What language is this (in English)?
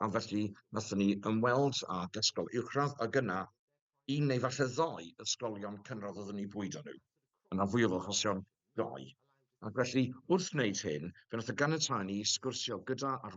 Welsh